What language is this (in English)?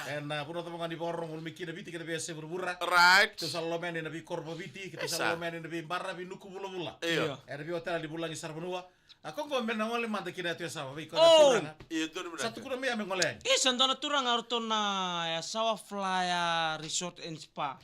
Fijian